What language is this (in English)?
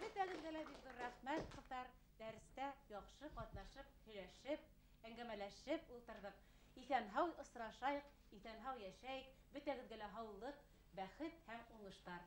Bashkir